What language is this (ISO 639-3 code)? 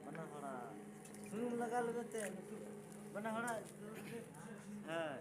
sat